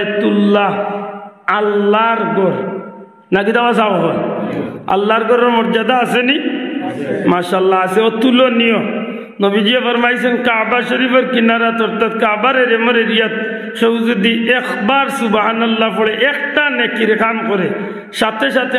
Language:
Sylheti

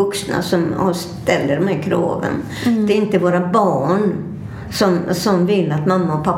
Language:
Swedish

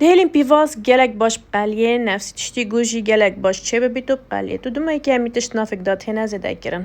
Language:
Kurdish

